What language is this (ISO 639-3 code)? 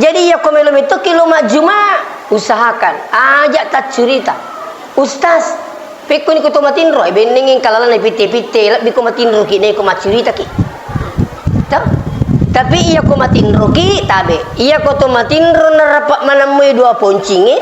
bug